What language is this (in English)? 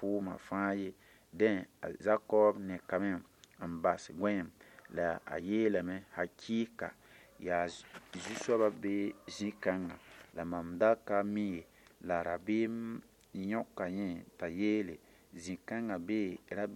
Mossi